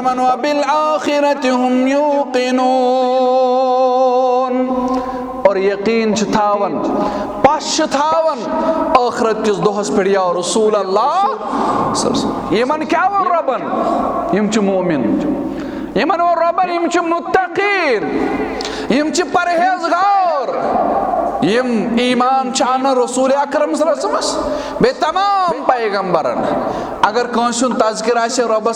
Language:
Kashmiri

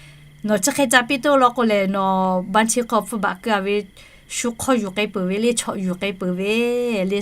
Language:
Lahu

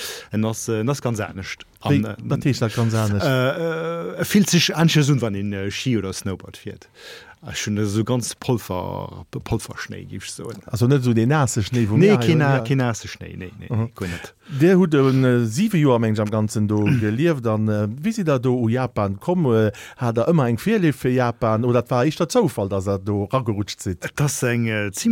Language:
Luxembourgish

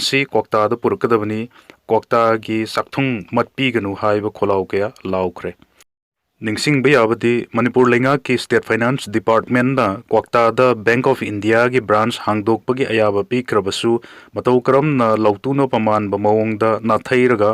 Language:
Manipuri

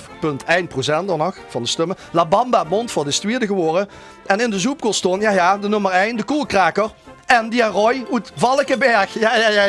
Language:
Limburgish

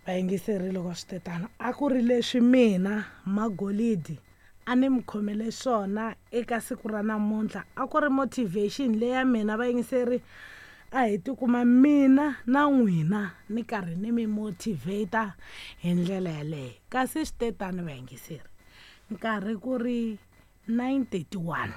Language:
Tsonga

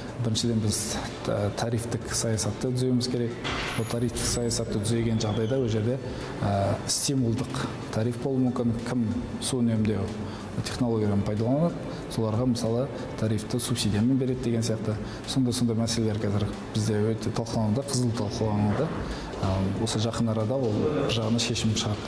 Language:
Kazakh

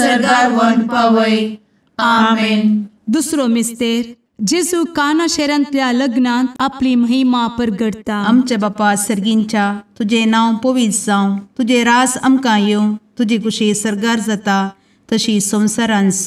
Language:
Konkani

